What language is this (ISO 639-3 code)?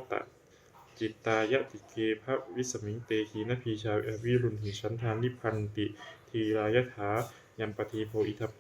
pli